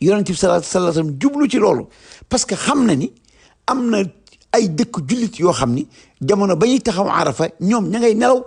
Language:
Wolof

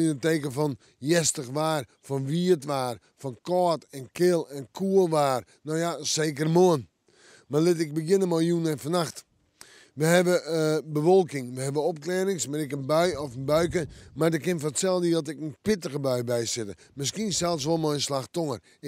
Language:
Western Frisian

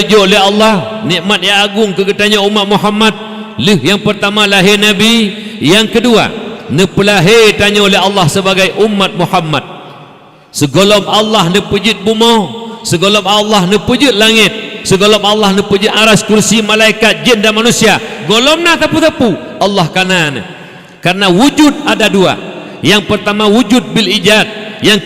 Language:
Achinese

